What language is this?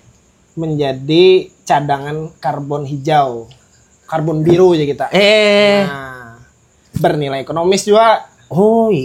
Banjar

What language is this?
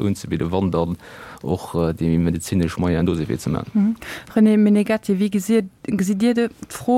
Luxembourgish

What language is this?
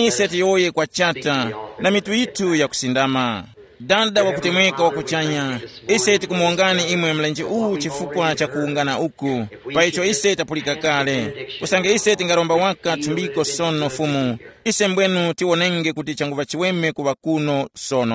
Tumbuka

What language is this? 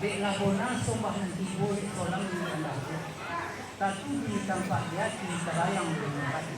Minangkabau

